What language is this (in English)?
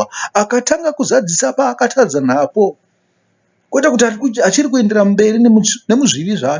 Shona